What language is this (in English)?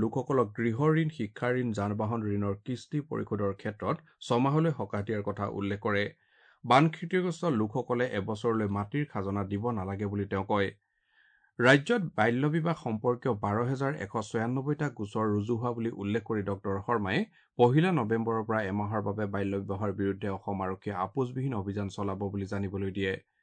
Assamese